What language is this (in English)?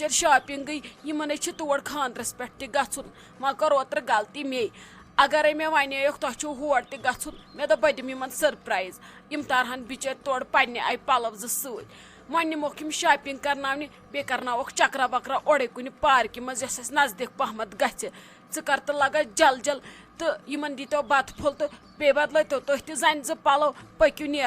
Kashmiri